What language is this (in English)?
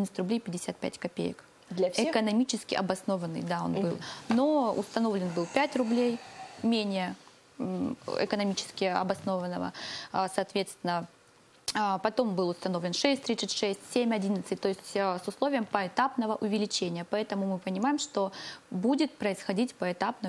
Russian